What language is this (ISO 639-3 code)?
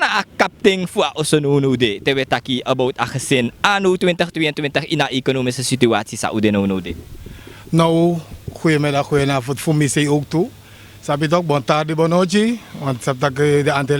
srn